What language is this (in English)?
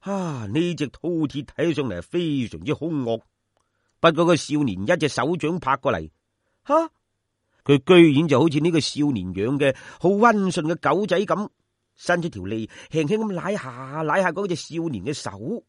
Cantonese